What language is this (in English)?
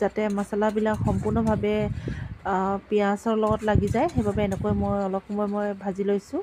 Assamese